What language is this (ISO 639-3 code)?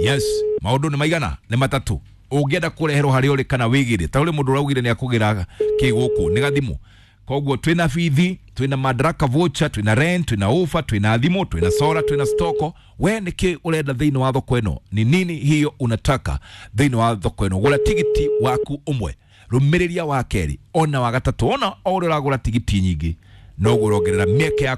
kik